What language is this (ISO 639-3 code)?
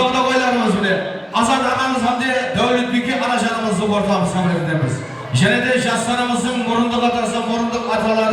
kaa